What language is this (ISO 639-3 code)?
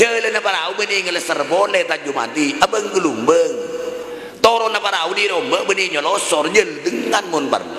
mad